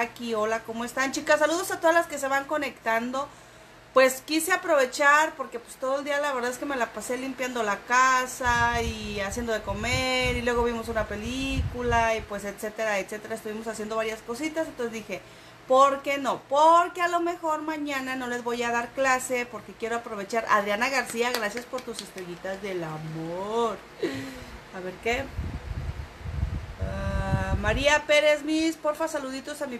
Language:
Spanish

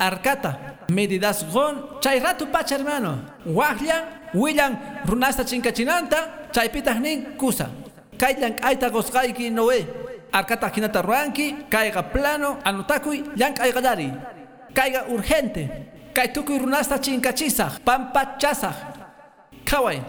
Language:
Quechua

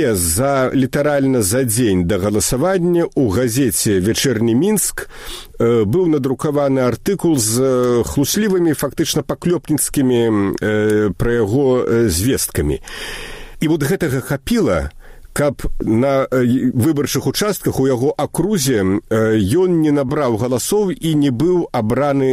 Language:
Belarusian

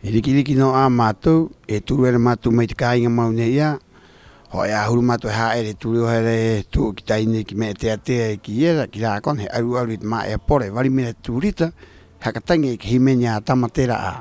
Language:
Rapanui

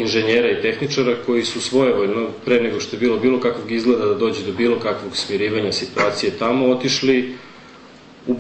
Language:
Serbian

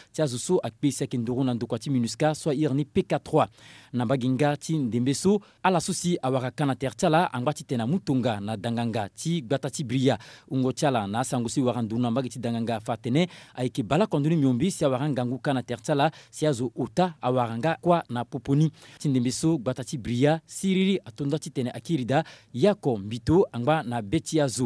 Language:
Sango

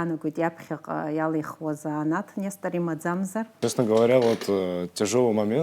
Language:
Abkhazian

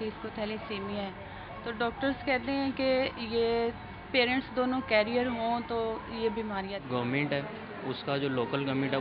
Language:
Urdu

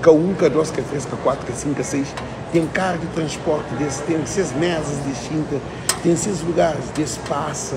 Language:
Kabuverdianu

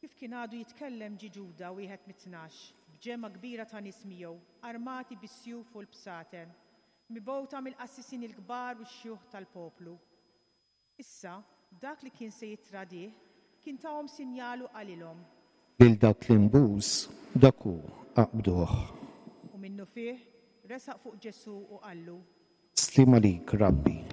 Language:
Maltese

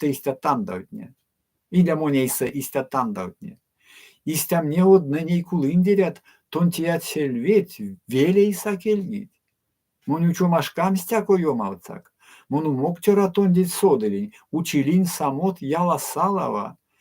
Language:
Erzya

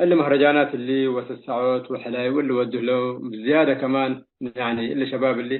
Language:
Tigre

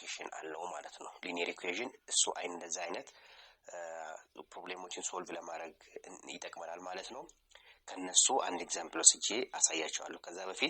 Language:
Amharic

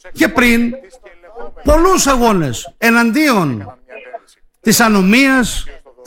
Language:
Greek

